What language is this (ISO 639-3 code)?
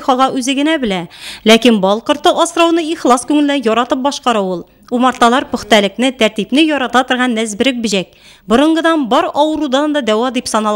tat